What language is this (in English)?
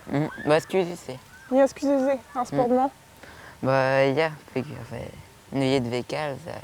Breton